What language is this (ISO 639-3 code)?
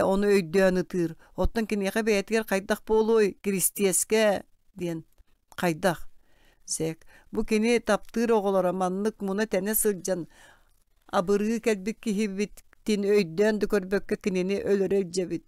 sah